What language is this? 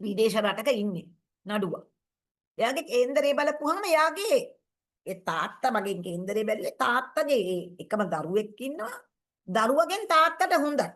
Sinhala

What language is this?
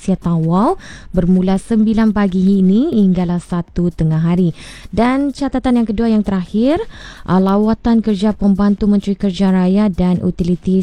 Malay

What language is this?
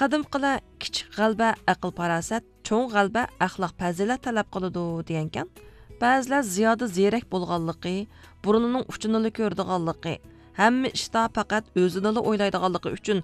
Uyghur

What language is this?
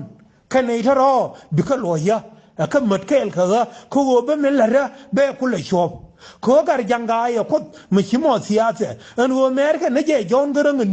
Nuer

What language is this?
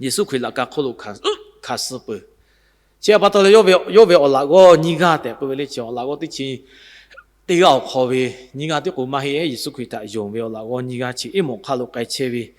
Lahu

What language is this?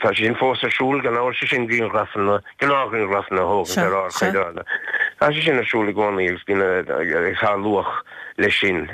Irish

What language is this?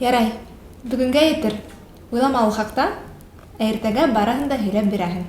Bashkir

